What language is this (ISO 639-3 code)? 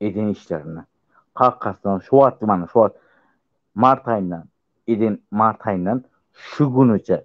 tuk